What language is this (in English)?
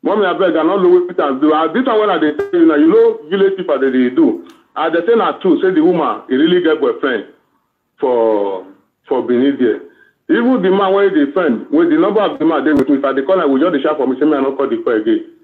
Nigerian Pidgin